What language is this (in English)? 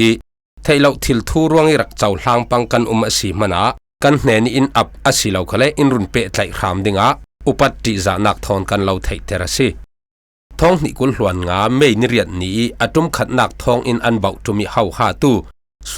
Falam Chin